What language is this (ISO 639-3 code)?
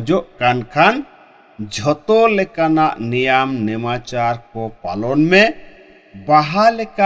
sat